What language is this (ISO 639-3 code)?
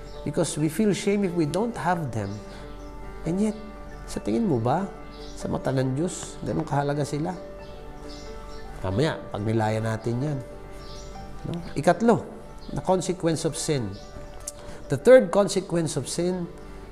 fil